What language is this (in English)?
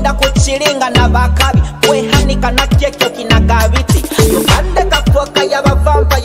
Nyoro